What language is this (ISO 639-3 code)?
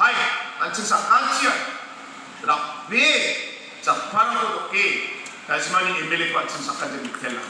grt